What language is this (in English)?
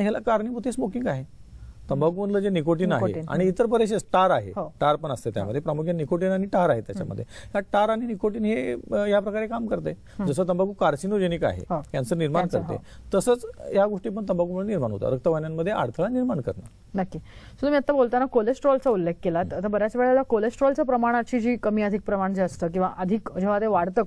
Marathi